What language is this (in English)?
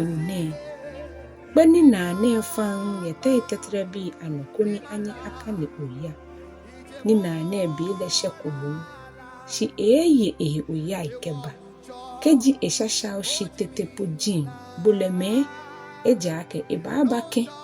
Ga